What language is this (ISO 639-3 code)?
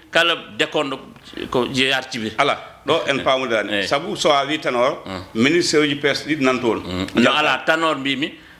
ful